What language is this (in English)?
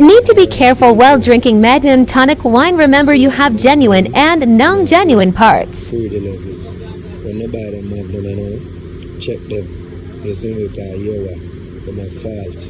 Jamaican Creole English